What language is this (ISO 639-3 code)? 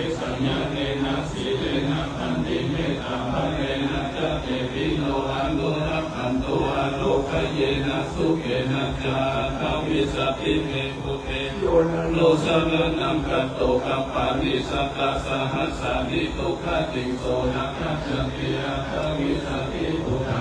pli